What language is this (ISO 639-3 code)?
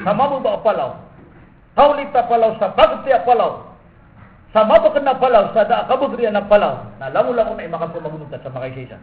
mrw